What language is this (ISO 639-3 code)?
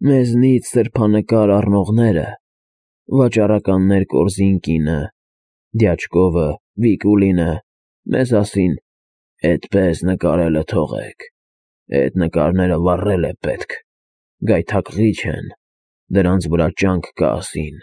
hye